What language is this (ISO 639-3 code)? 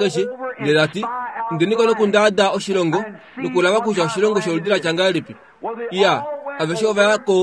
kua